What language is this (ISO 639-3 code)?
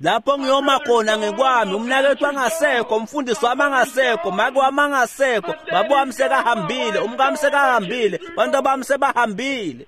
ssw